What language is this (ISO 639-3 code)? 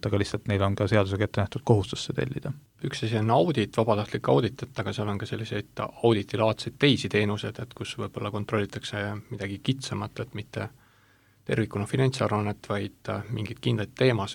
est